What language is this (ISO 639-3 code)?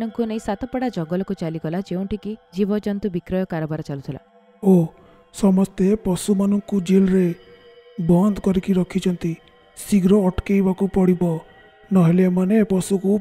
ori